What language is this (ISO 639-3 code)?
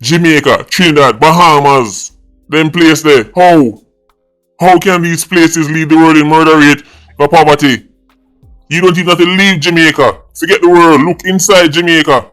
jam